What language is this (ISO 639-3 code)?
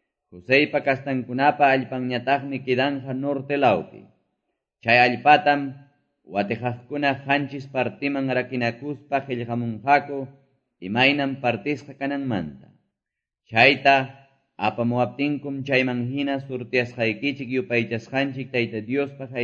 que